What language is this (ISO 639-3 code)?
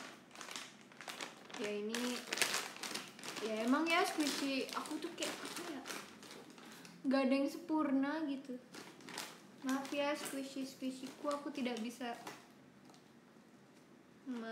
ind